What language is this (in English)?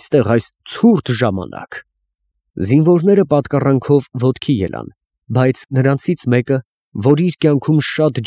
Armenian